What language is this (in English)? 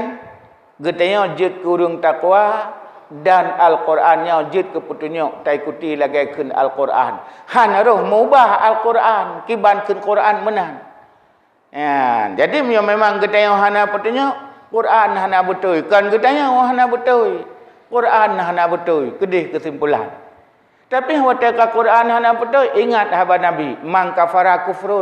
Achinese